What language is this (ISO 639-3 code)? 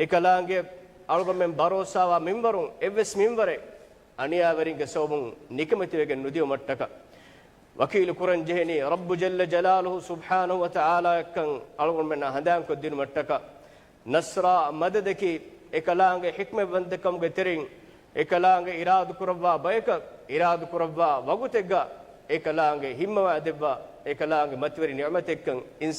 div